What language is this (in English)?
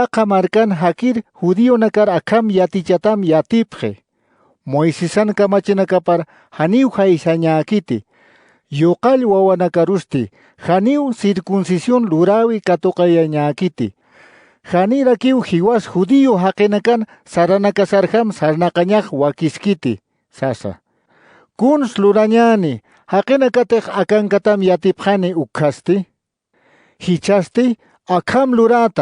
Aymara